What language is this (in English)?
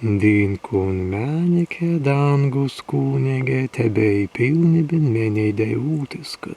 Prussian